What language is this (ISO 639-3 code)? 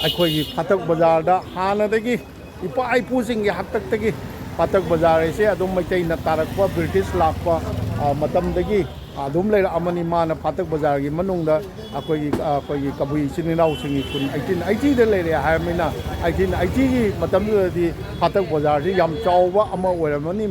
mni